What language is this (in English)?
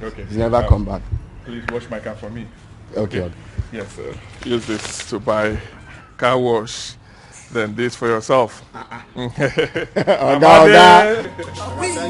Nigerian Pidgin